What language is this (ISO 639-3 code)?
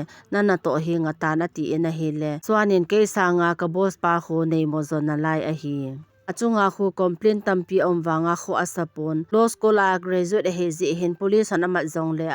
tcz